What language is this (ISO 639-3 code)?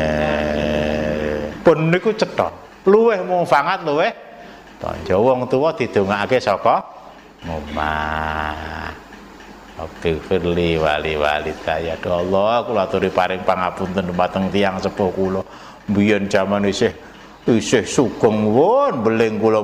jav